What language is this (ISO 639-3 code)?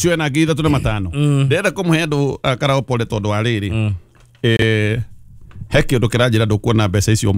kik